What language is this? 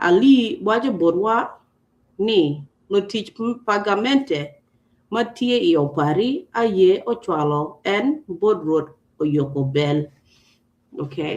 Acoli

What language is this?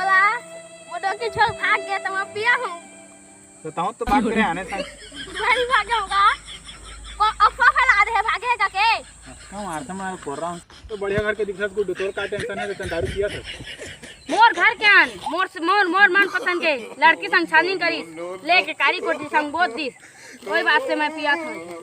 Chhattisgarhi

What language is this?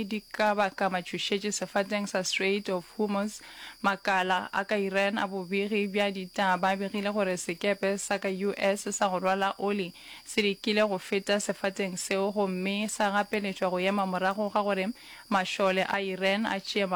Northern Sotho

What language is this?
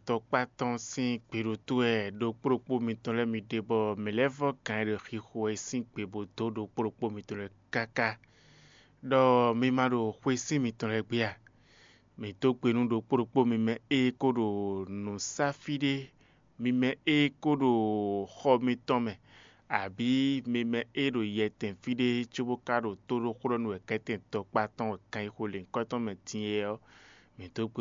Fon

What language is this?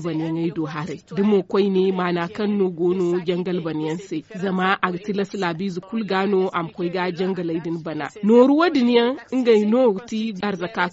Zarma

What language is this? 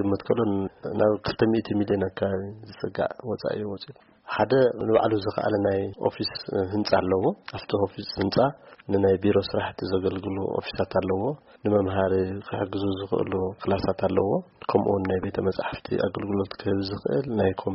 Tigrinya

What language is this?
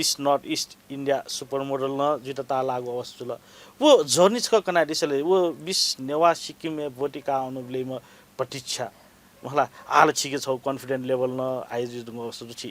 Newari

